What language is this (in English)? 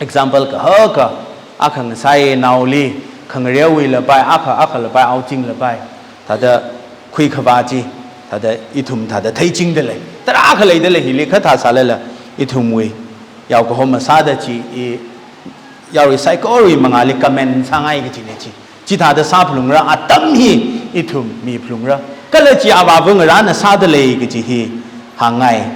Tangkhul Naga (India)